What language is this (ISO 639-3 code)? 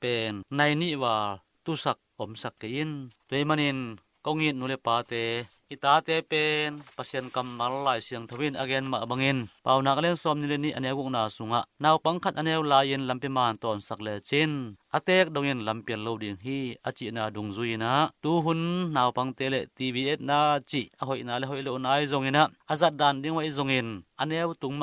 ctd